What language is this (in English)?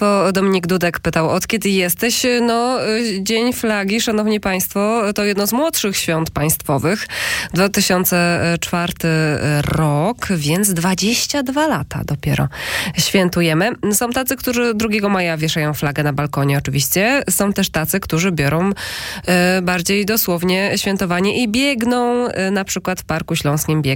Polish